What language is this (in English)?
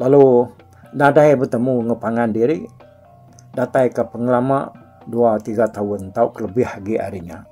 Iban